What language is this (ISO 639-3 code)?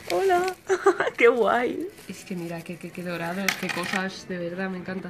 spa